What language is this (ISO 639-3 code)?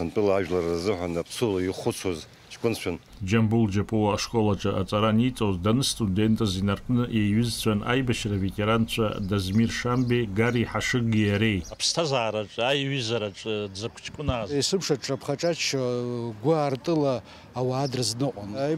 abk